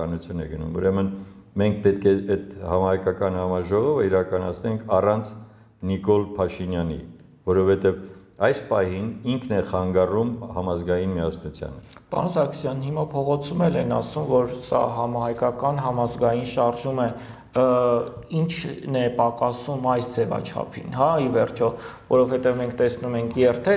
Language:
Armenian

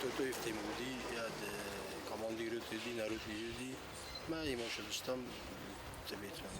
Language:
Ossetic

